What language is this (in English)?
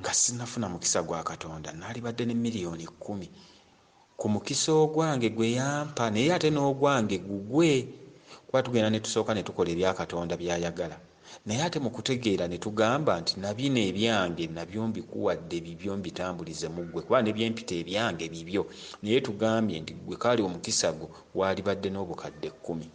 Ganda